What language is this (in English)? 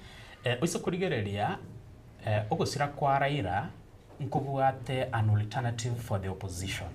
Gusii